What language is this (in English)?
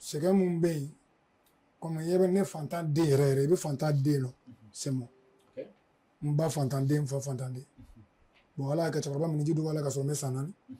Bambara